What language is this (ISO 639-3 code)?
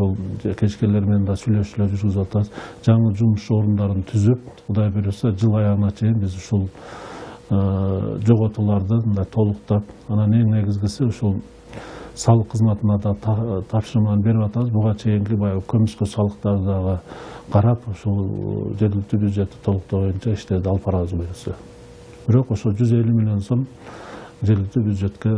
kir